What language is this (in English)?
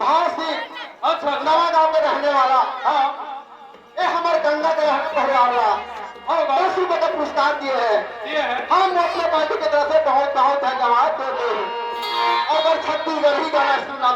Chhattisgarhi